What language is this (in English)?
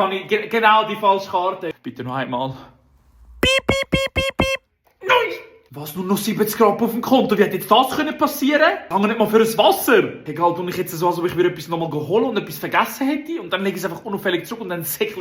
Swiss German